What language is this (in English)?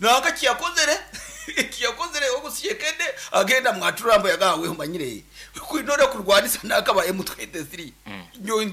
Nyankole